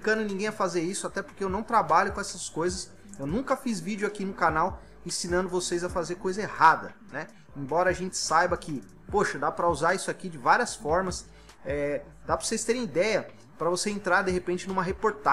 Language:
Portuguese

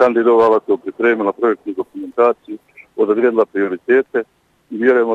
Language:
Bosnian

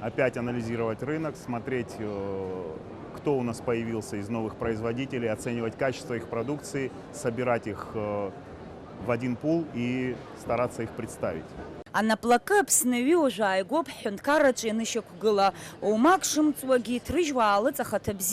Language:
Abkhazian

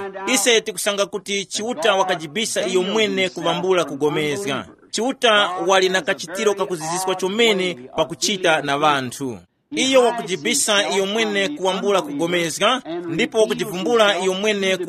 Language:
Tumbuka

